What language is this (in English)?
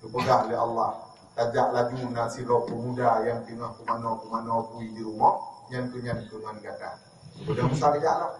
Achinese